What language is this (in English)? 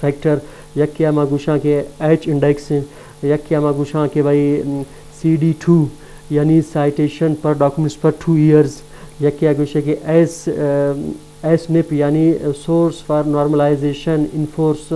Eastern Balochi